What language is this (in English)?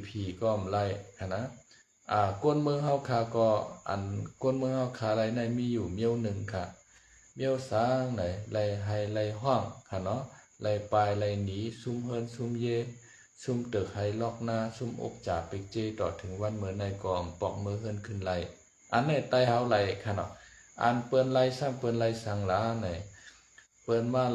Shan